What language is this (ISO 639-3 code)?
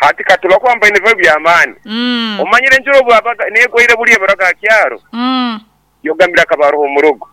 nyn